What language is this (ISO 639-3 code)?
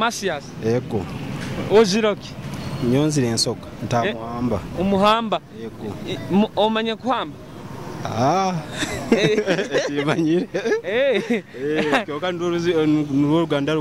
nyo